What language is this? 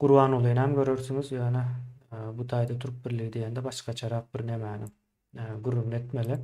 Turkmen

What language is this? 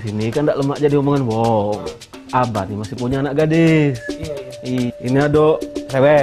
Musi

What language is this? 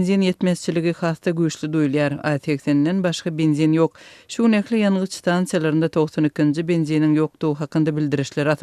Turkmen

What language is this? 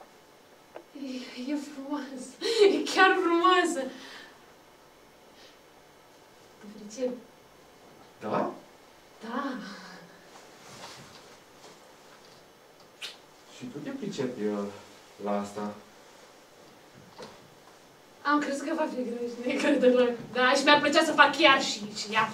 Romanian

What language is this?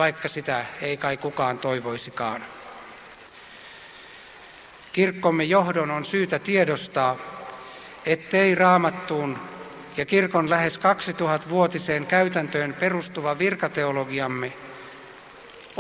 Finnish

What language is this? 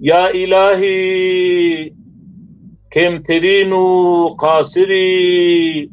Zaza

